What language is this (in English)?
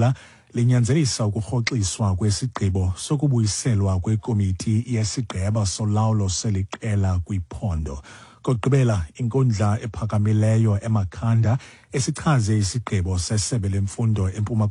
Xhosa